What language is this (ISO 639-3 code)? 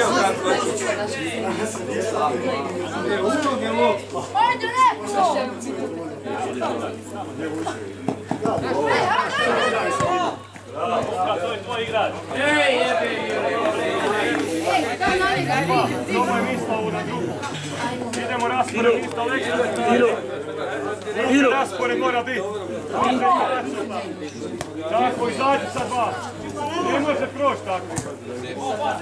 hrv